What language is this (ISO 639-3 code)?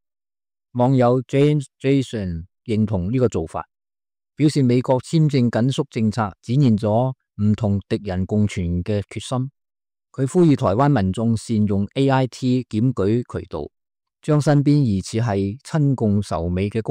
yue